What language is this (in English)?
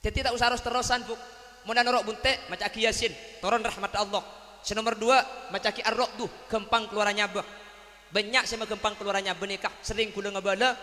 Madurese